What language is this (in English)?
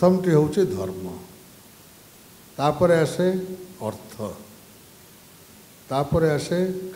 Odia